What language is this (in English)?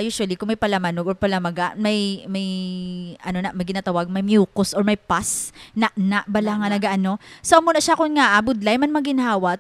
Hiligaynon